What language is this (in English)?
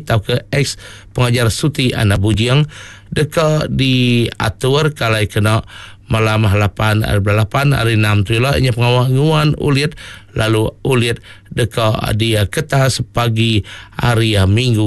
Iban